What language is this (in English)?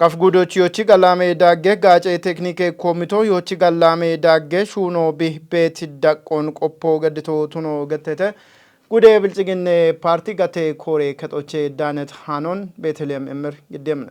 Kafa